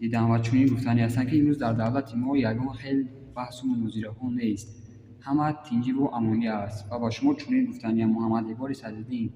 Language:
Tajik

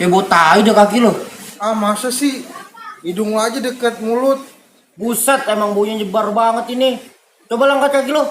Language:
Betawi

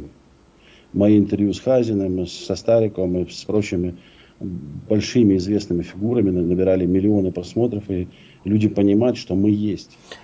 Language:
Russian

